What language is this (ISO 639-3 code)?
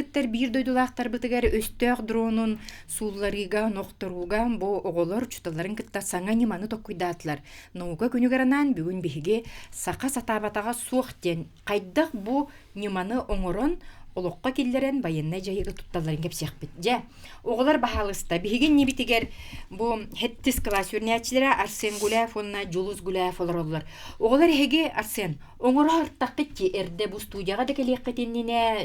sah